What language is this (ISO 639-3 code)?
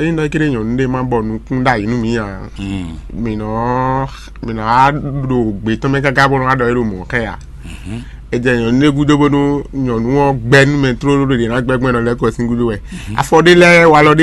fon